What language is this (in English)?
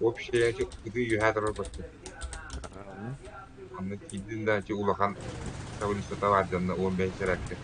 Yakut